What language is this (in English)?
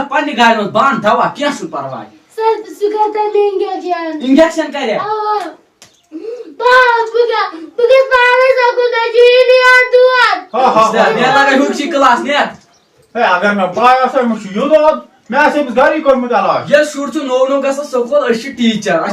Kashmiri